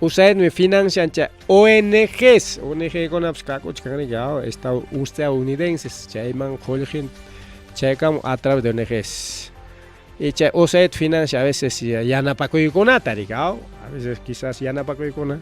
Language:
Ayacucho Quechua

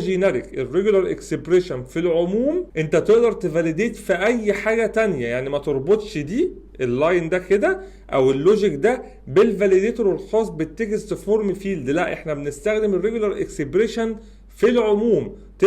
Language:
Egyptian Arabic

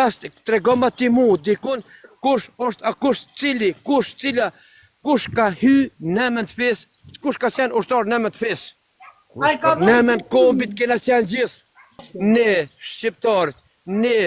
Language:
Albanian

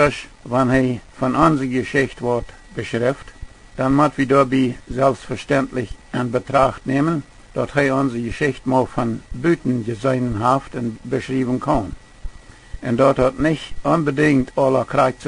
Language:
Plautdietsch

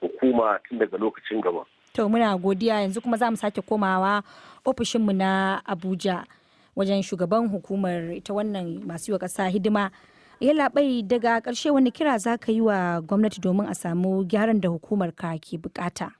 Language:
Hausa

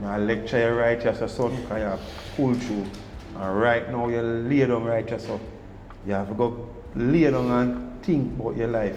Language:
Jamaican Creole English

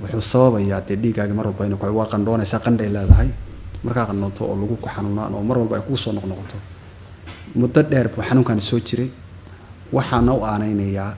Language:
Somali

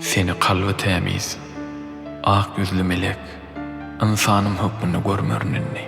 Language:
Turkmen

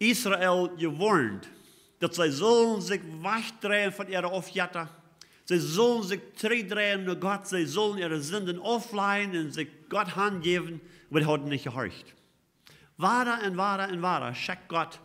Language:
Plautdietsch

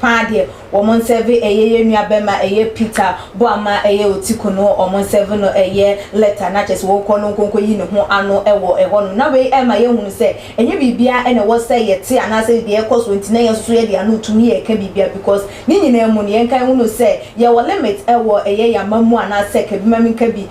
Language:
Akan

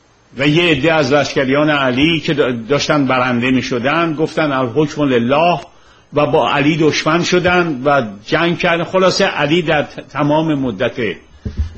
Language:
Persian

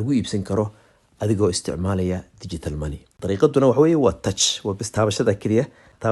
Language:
Somali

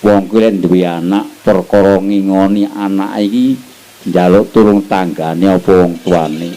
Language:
Javanese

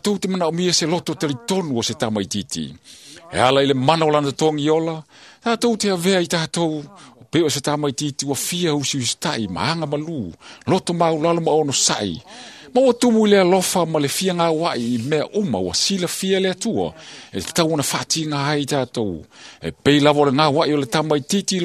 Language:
Samoan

